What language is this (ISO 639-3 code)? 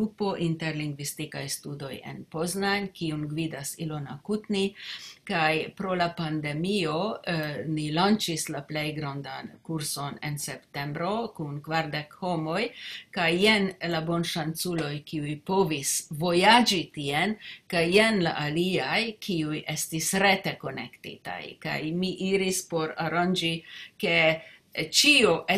epo